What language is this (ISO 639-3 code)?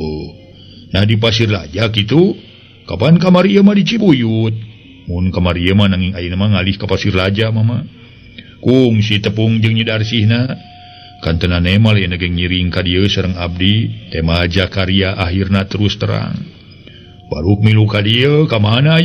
sun